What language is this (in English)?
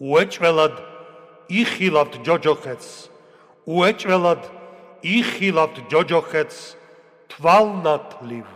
Georgian